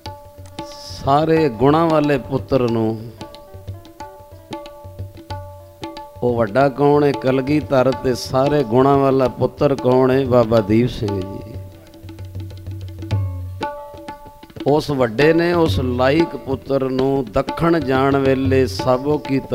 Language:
Punjabi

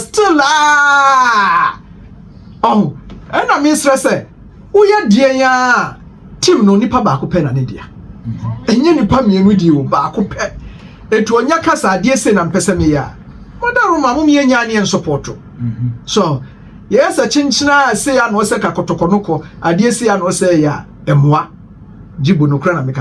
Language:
Akan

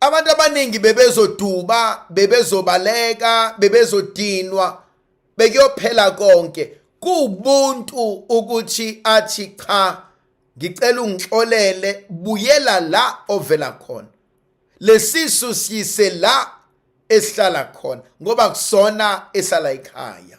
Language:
Zulu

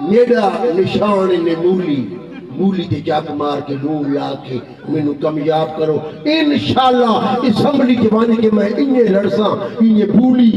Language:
Saraiki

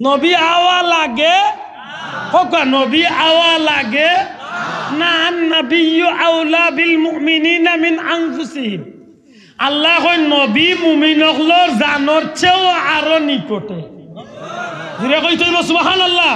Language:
Sylheti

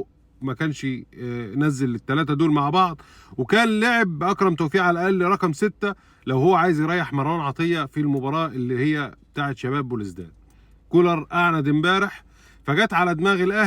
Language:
Egyptian Arabic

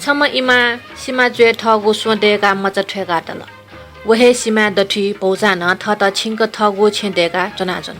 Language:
Newari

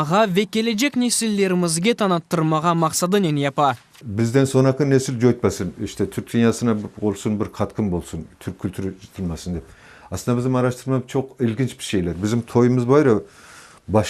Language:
Crimean Tatar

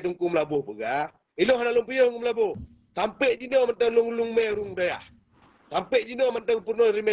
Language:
Achinese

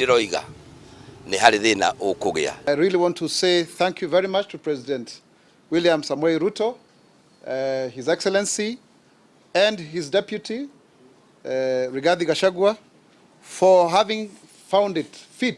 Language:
Kikuyu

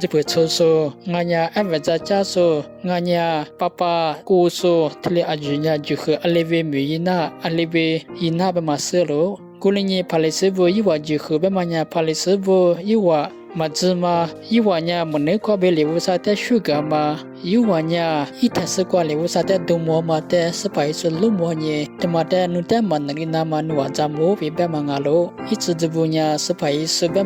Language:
Lisu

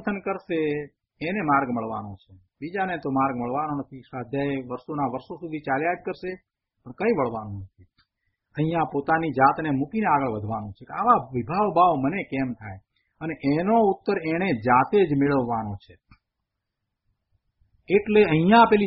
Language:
Gujarati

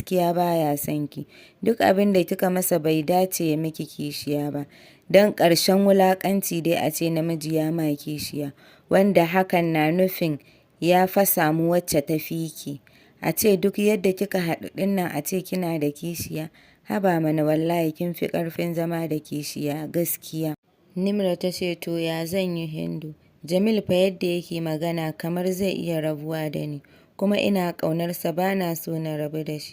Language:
Hausa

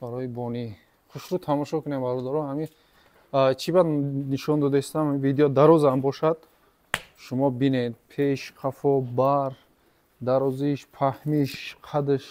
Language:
Tajik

